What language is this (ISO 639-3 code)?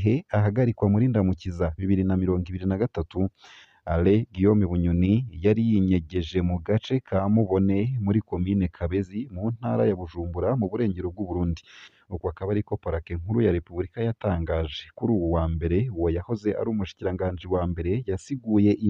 run